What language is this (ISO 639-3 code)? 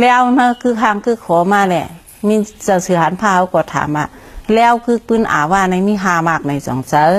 shn